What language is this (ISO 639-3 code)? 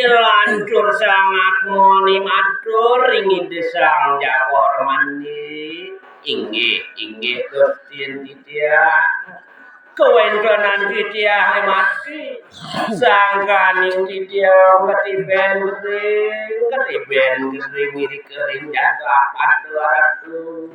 ban